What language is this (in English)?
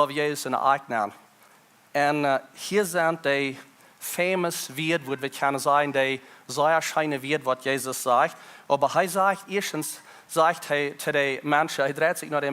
Plautdietsch